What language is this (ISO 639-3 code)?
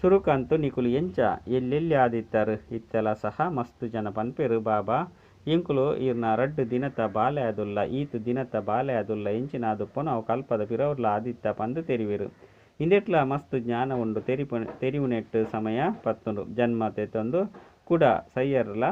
tcy